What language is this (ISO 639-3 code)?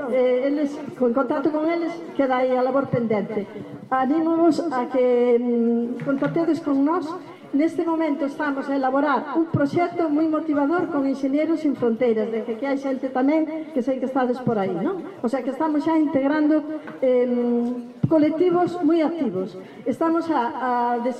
glg